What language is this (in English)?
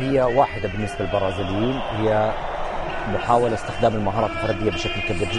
Arabic